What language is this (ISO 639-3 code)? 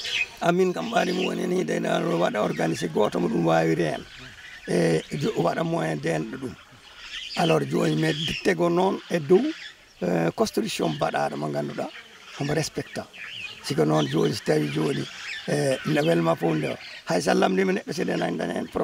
ful